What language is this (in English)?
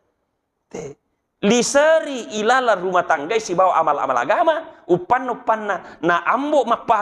Buginese